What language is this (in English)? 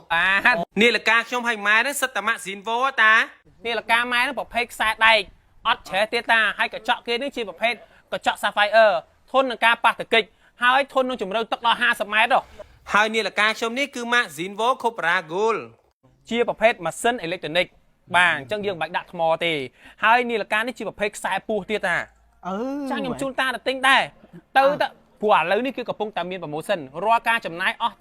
Khmer